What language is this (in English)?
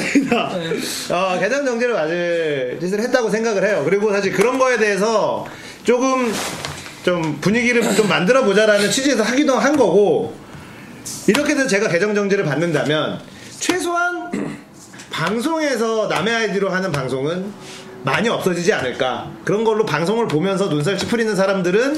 Korean